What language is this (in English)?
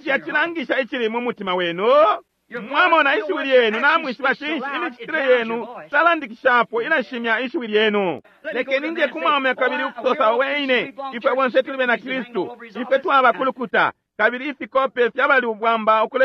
Bemba